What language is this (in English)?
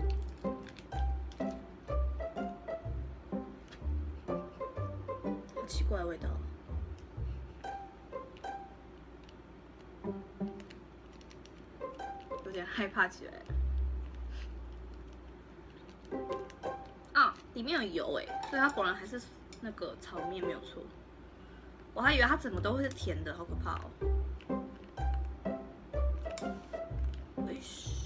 Chinese